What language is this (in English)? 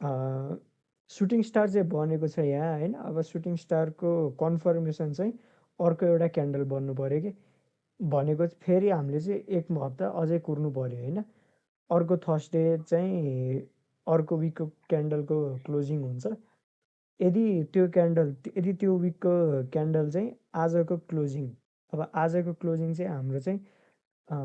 Nepali